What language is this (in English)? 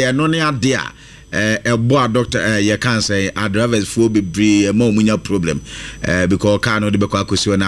Akan